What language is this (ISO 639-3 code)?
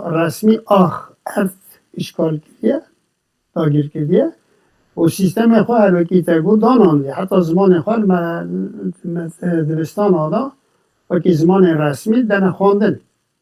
kur